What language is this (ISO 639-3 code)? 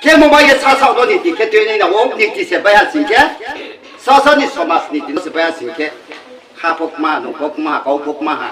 ria